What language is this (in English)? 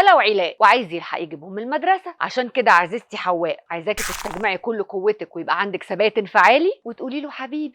Egyptian Arabic